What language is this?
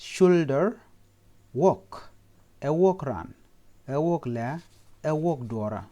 Nuer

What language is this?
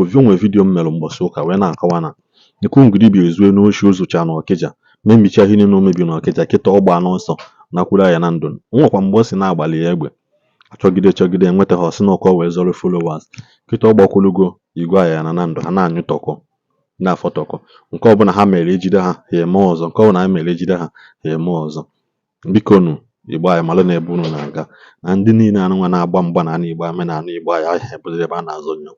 Igbo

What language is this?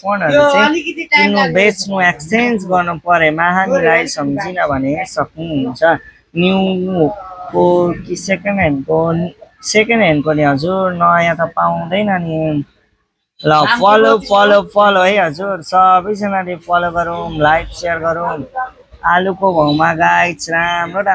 Nepali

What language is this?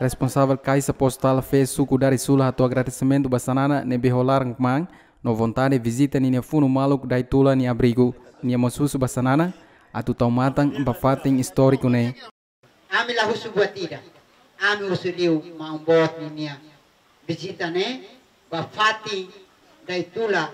Tetum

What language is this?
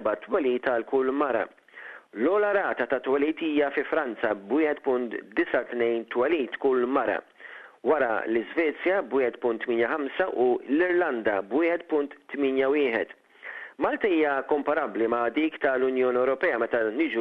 Maltese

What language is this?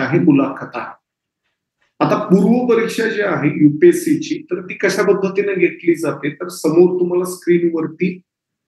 Marathi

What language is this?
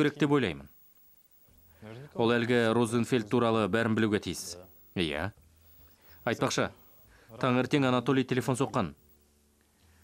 Kazakh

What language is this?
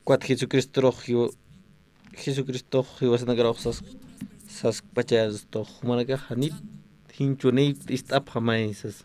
Aymara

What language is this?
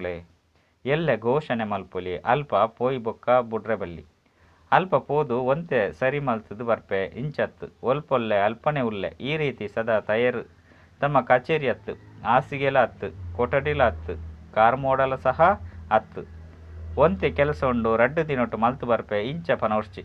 Tulu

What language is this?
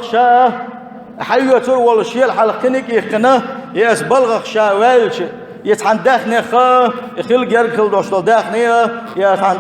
Chechen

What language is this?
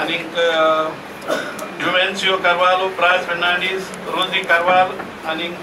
Konkani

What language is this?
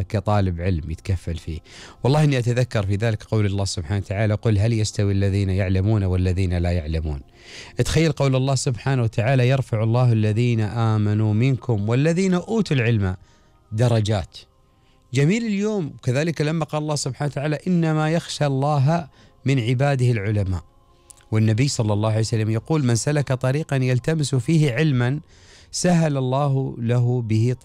Gulf Arabic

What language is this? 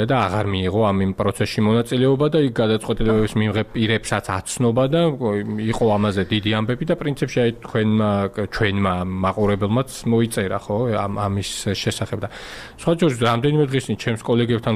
Georgian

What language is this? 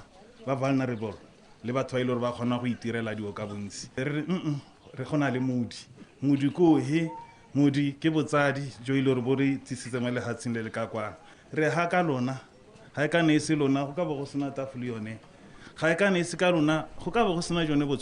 Tswana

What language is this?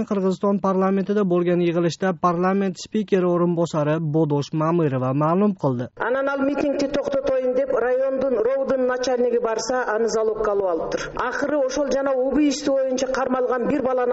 Kyrgyz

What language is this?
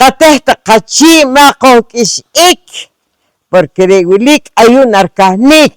Poqomchi'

